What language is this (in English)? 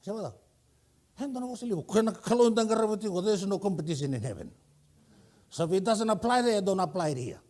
Fijian